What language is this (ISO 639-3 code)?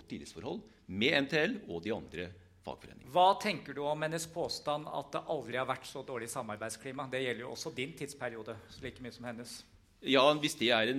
nor